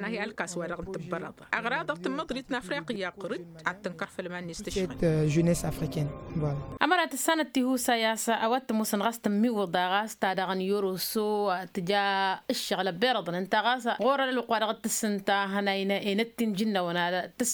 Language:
Tamasheq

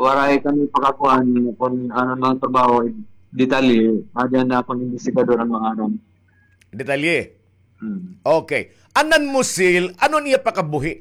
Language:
Waray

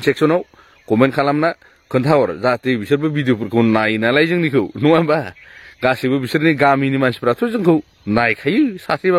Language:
Bodo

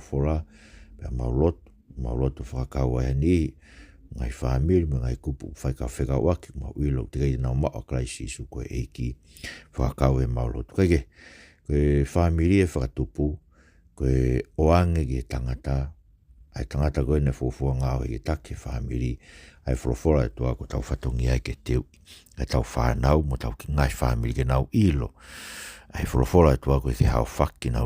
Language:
Tongan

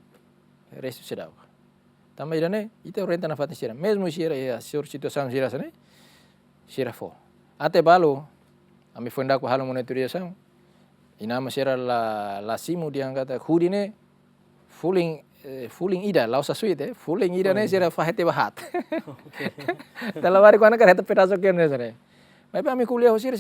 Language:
Tetum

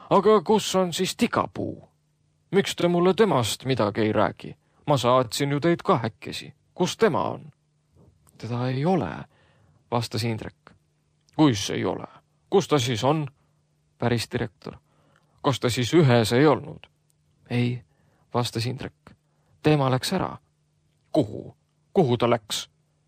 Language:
Estonian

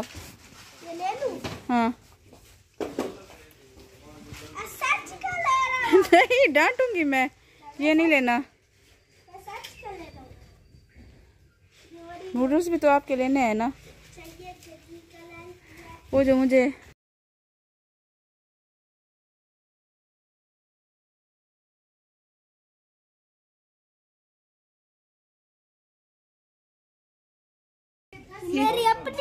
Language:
Hindi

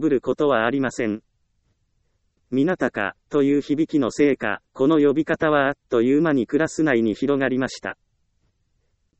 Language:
Japanese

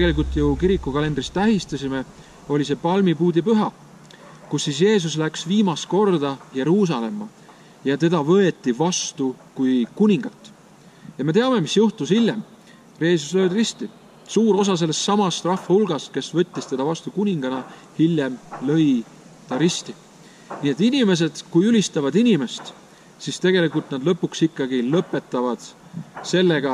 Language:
Estonian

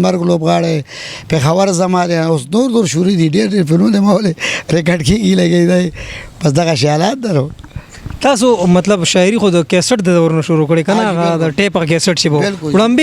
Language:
Pashto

